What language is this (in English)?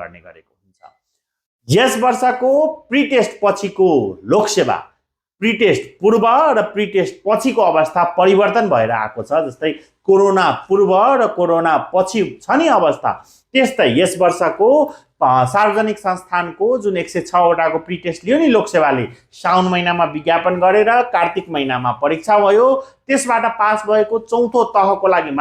Nepali